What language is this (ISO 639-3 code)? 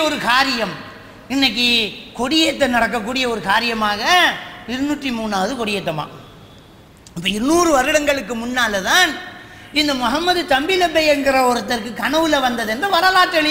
tam